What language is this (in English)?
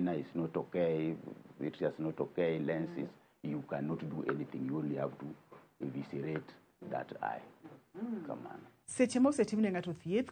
Luo (Kenya and Tanzania)